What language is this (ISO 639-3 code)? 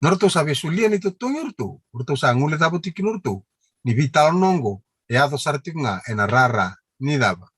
fij